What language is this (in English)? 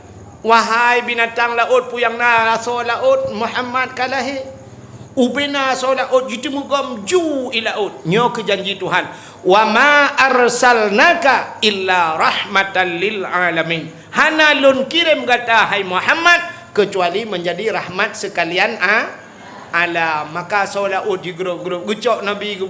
Achinese